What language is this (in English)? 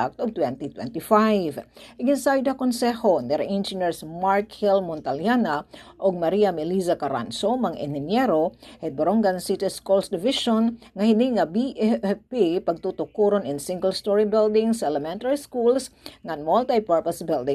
Waray